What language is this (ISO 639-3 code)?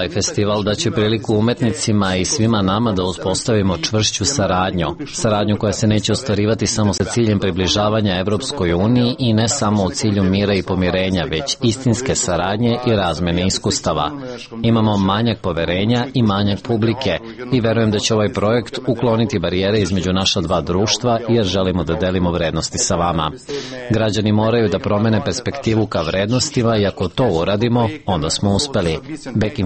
srp